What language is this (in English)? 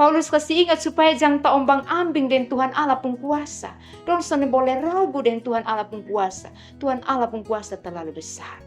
Kupang Malay